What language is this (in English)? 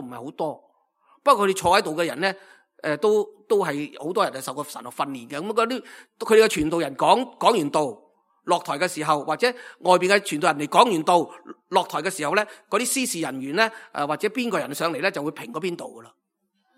Cantonese